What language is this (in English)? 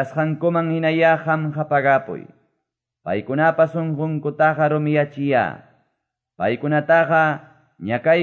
Quechua